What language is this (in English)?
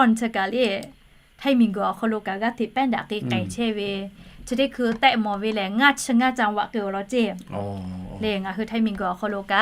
Lahu